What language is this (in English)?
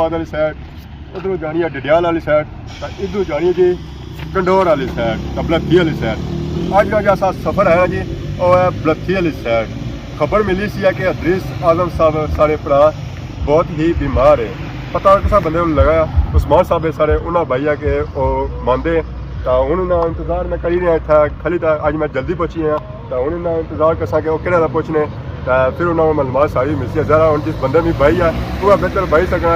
Pahari-Potwari